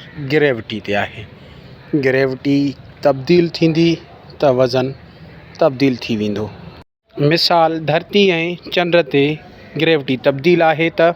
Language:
Sindhi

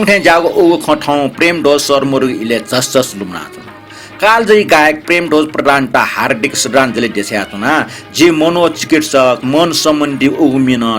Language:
Newari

